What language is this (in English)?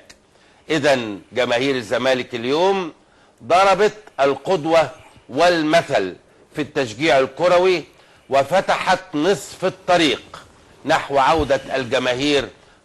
Egyptian Arabic